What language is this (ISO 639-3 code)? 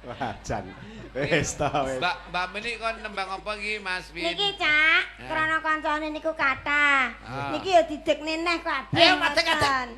jav